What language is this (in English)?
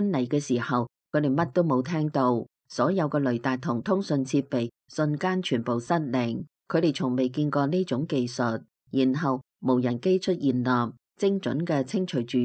Cantonese